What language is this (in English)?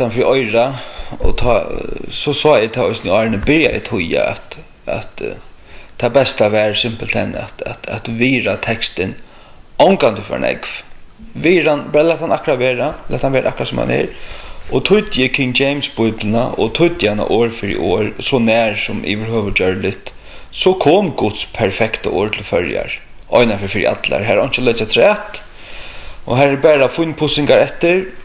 Faroese